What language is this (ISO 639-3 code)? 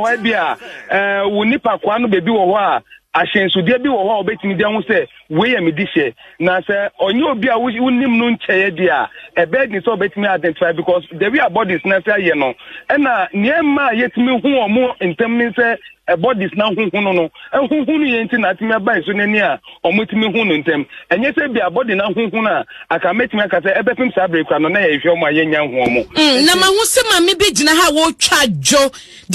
aka